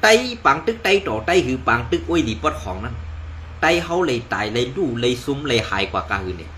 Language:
Shan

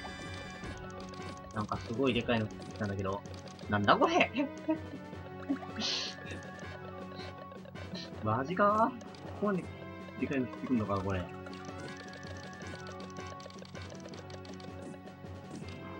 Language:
Japanese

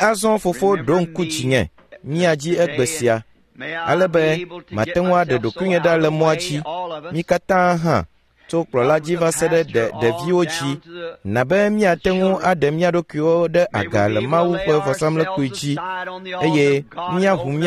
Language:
Ewe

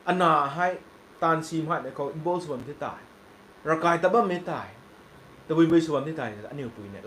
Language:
Rongmei Naga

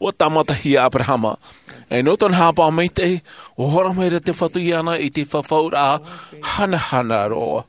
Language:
Tahitian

